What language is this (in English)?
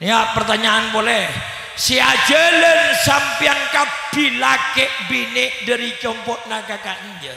Madurese